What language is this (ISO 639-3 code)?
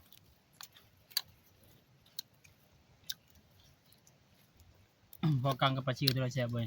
tts